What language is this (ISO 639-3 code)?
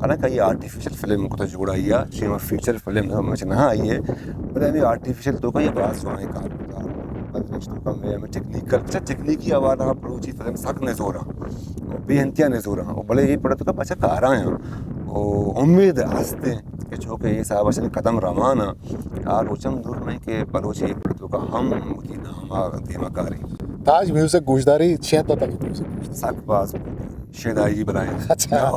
bgp